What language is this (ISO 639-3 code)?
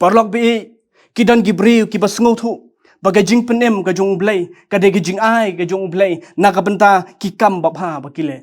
kha